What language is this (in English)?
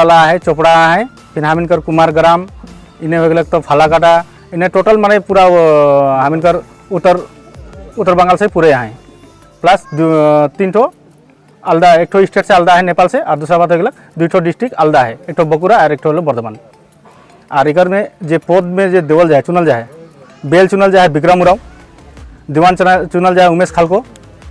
Sadri